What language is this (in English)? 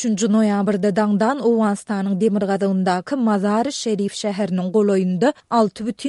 Turkmen